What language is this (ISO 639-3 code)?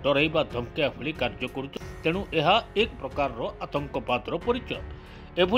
ori